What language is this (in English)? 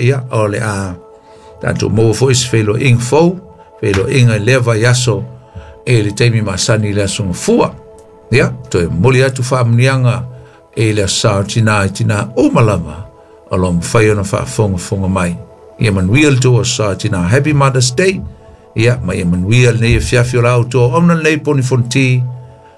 Samoan